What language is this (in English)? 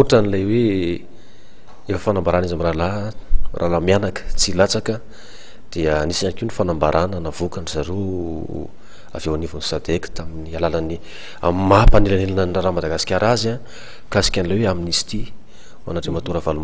Malagasy